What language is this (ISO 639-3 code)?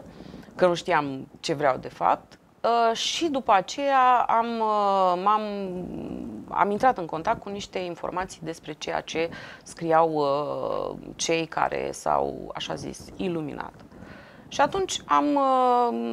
ron